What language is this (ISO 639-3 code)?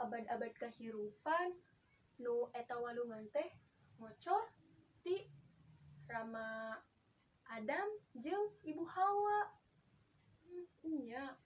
sun